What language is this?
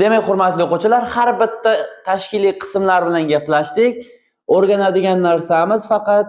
Uzbek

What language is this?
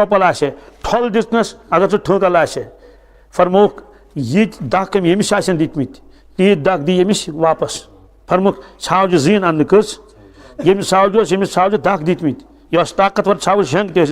Kashmiri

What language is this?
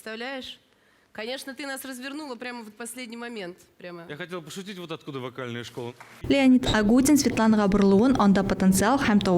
Tatar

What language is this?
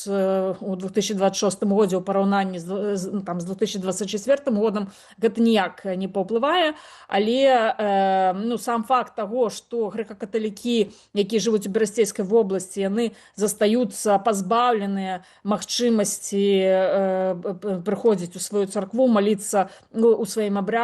Belarusian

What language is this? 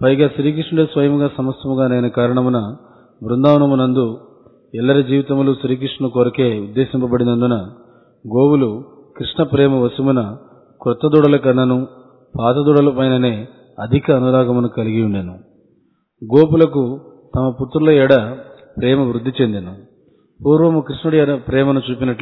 Telugu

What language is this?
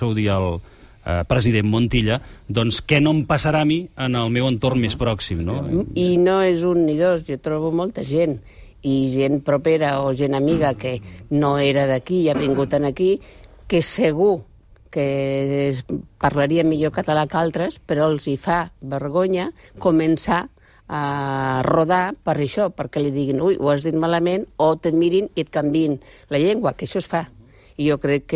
Catalan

